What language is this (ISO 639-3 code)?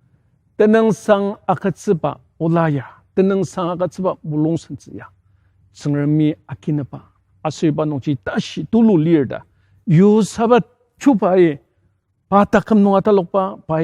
njo